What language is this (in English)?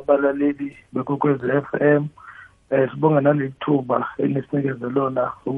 South Ndebele